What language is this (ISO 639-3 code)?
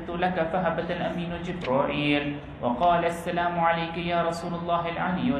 urd